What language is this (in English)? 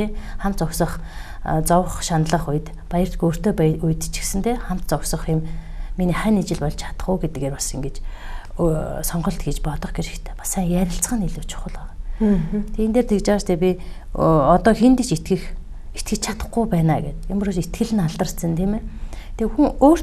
Mongolian